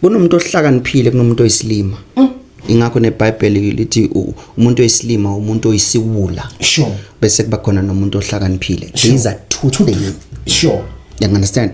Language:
Zulu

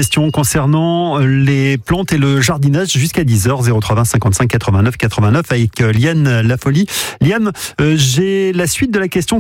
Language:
French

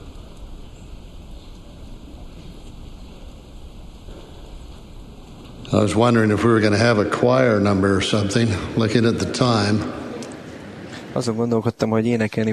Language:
Hungarian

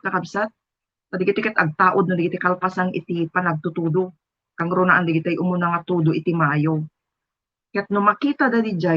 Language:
Iloko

